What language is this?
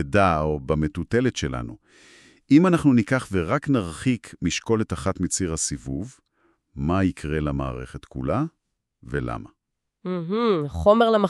Hebrew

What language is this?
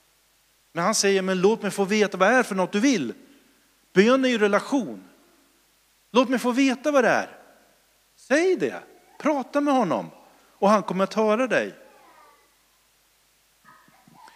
Swedish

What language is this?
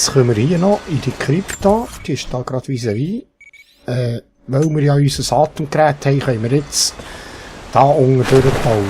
Swiss German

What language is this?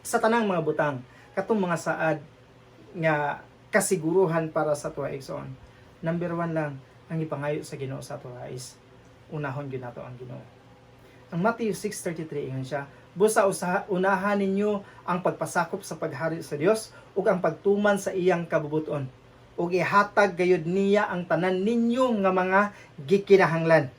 Cebuano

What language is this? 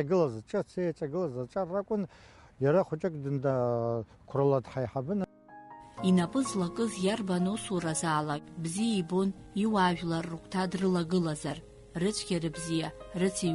Abkhazian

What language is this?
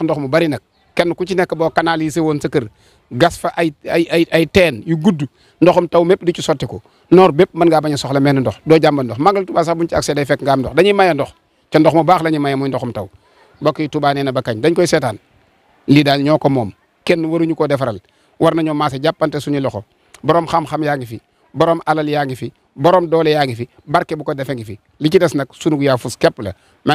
Wolof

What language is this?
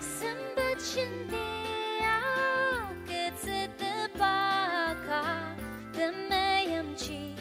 Ao Naga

